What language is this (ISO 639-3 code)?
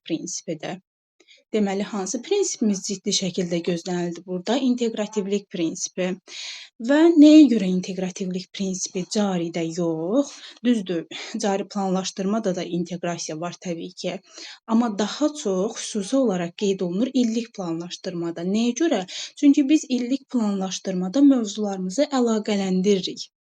aze